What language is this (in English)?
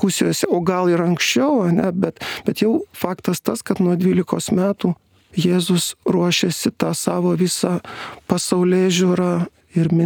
Lithuanian